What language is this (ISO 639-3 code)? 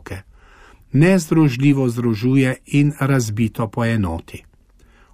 slv